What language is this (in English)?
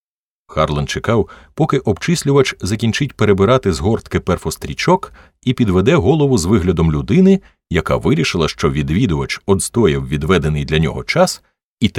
Ukrainian